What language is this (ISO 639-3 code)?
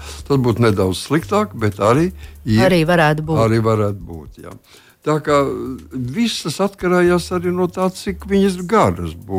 lav